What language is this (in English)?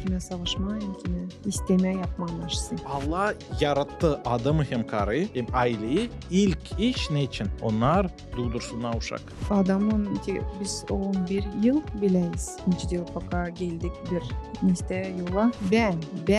Gagauz